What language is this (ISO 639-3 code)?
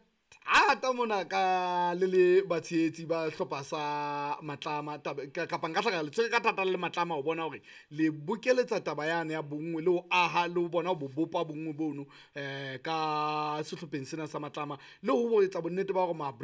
sot